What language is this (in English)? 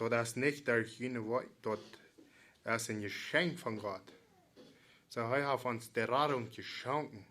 Plautdietsch